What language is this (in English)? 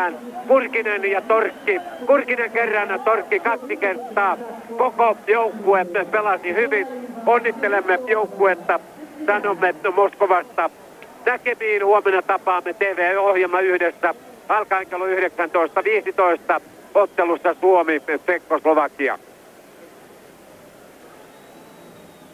Finnish